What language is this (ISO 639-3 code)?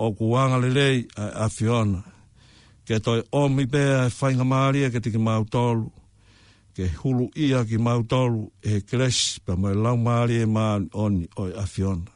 ton